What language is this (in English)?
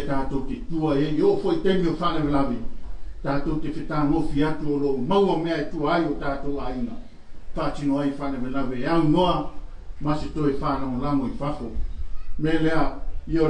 Samoan